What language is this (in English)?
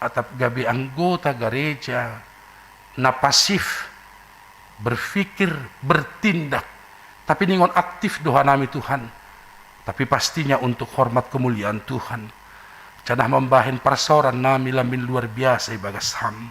Batak Simalungun